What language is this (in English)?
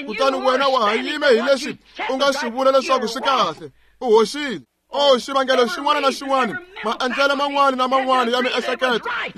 Tsonga